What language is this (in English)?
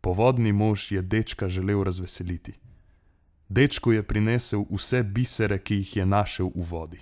Slovenian